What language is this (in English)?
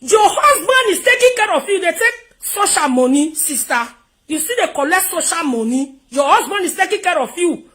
Nigerian Pidgin